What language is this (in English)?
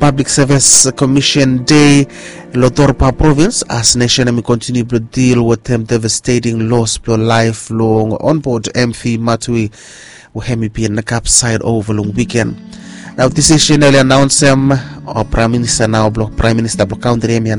Bislama